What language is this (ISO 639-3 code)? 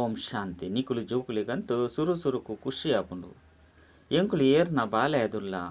tcy